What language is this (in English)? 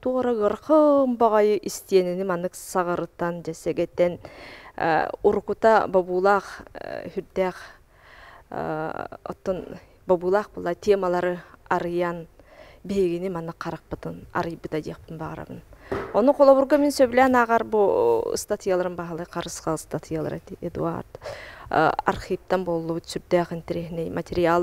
Yakut